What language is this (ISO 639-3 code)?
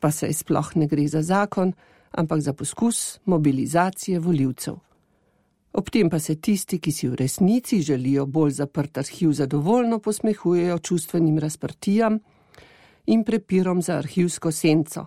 slv